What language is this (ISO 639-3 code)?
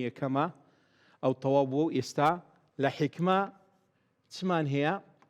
ckb